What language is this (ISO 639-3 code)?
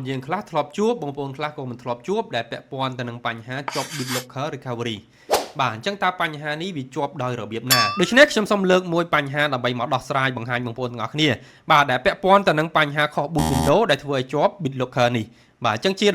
khm